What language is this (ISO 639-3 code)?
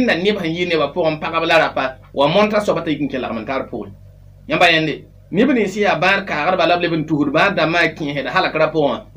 mos